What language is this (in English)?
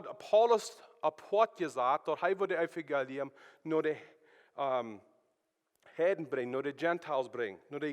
Plautdietsch